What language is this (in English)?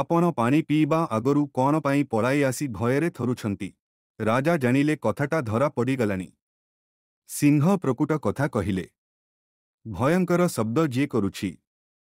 Odia